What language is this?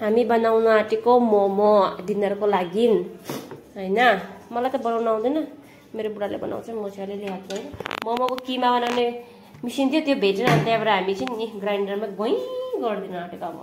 Nepali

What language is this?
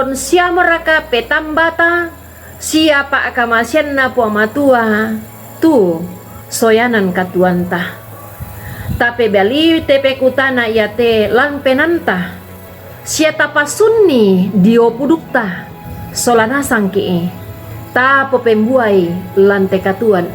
Toraja-Sa'dan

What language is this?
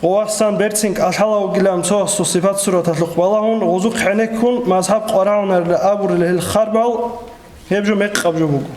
Avaric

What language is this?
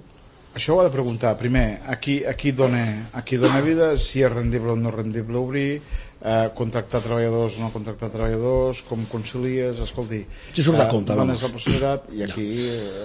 Catalan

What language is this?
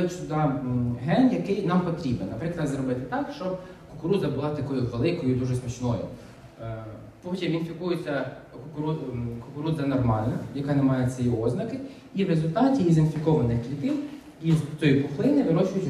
Ukrainian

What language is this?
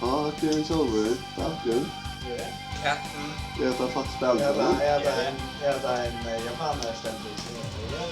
Faroese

